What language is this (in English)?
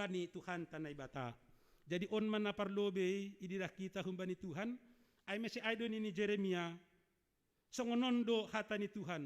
Batak Simalungun